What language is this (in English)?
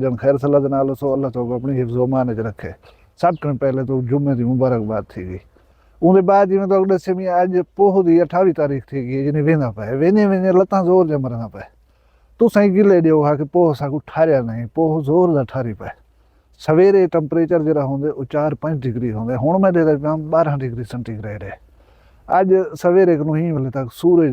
Saraiki